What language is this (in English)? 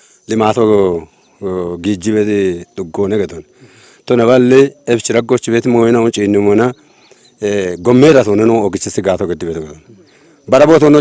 Kafa